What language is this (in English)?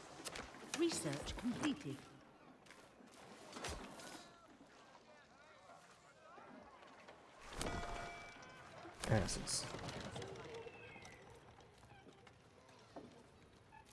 Hungarian